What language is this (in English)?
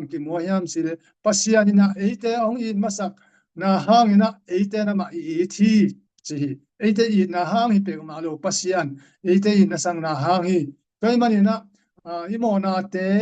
Tedim Chin